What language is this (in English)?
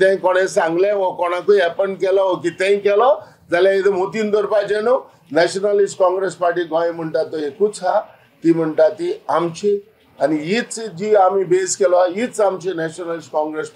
Konkani